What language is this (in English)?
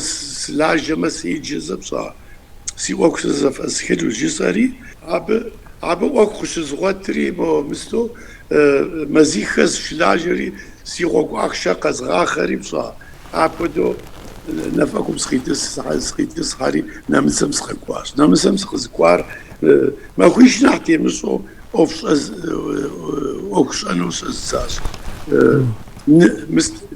Kabardian